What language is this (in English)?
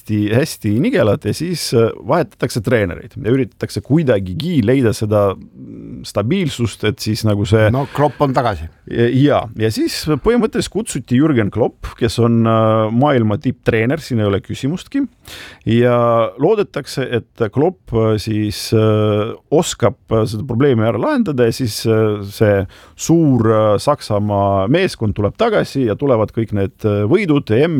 Estonian